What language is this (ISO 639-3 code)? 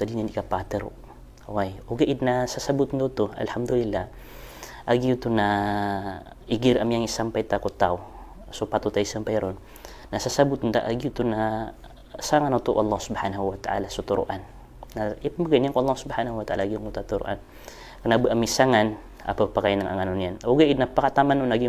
mrw